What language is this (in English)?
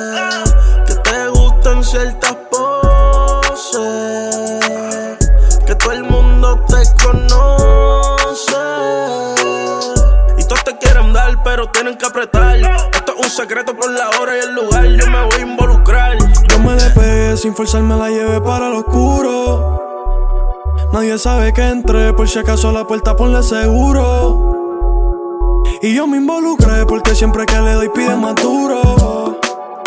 Spanish